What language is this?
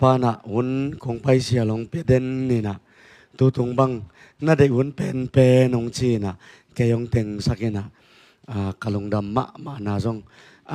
Tedim Chin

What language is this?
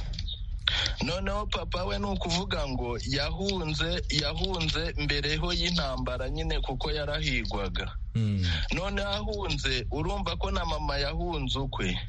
Kinyarwanda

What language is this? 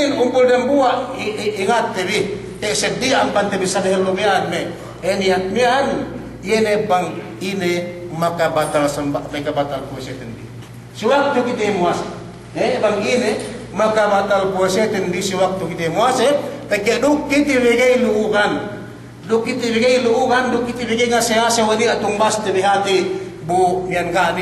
Yakan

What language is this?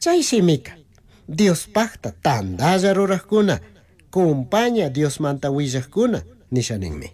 Chimborazo Highland Quichua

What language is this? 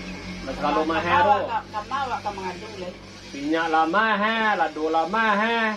Minangkabau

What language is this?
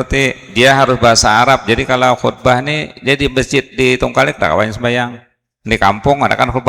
Banjar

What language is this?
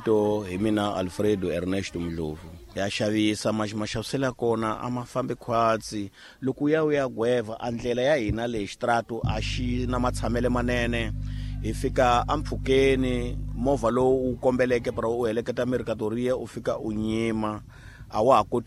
Tsonga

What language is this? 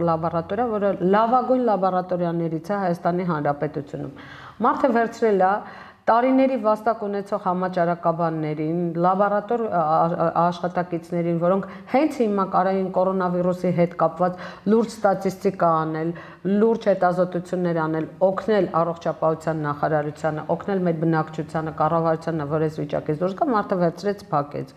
Armenian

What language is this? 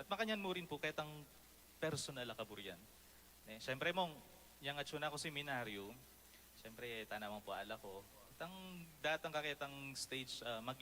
Pampanga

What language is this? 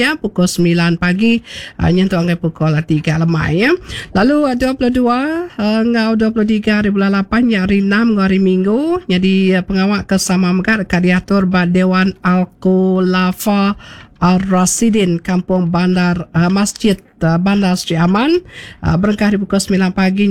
Iban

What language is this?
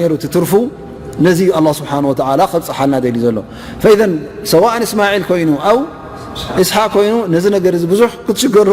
Tigrinya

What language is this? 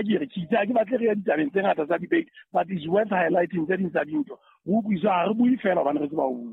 Southern Sotho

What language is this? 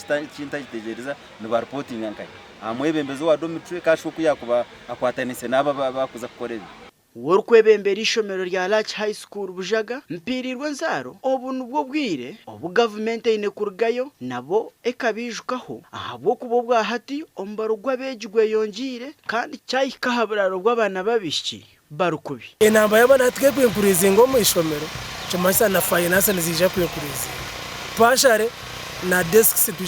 Nyankole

